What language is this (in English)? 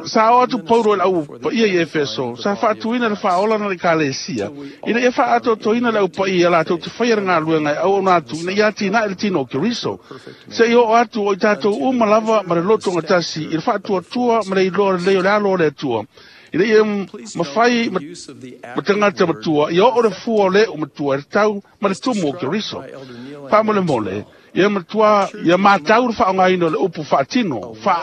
Samoan